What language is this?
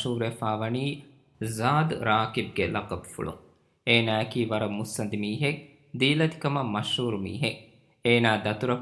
Divehi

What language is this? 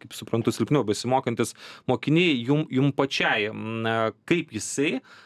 Lithuanian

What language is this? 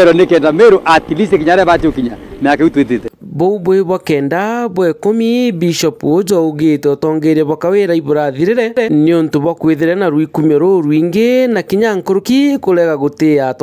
Meru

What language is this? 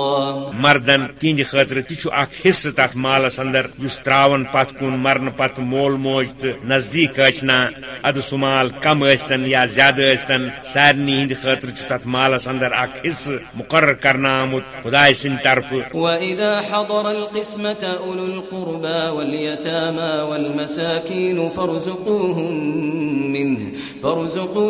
Kashmiri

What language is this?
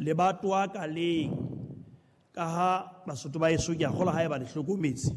Southern Sotho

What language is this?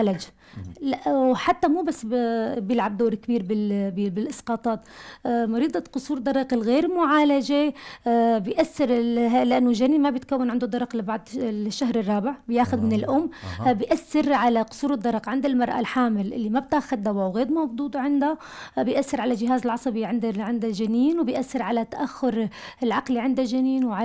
North Levantine Arabic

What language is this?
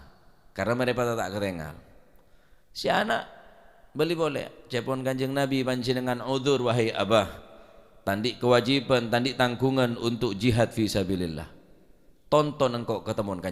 Madurese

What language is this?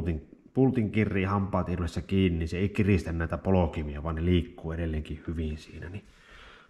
Finnish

